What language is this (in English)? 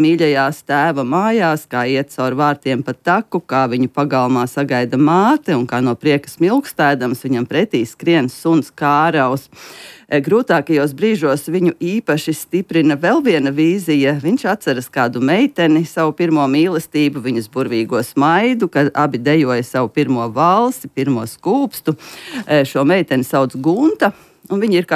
Latvian